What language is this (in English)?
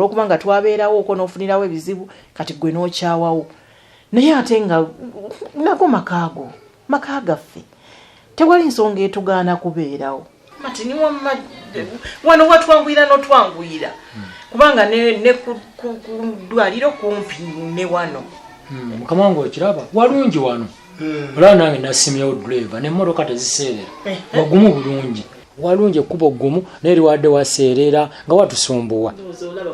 Ganda